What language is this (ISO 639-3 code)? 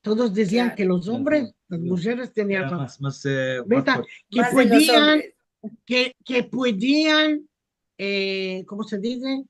lad